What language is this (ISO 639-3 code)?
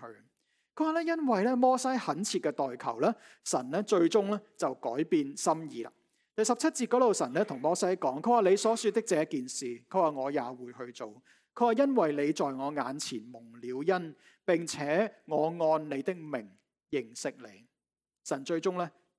yue